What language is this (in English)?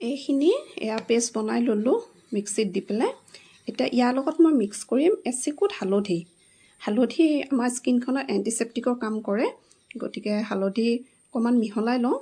Assamese